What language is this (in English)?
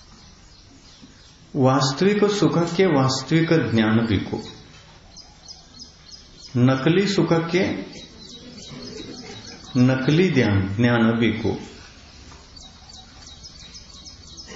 Kannada